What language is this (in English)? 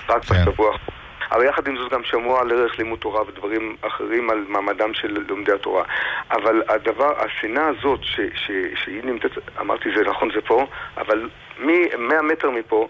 Hebrew